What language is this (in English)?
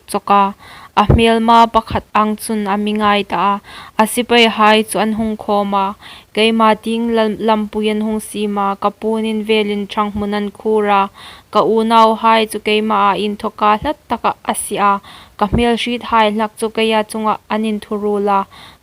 Hmar